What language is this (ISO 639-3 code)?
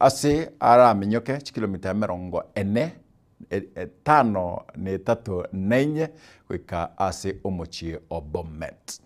guz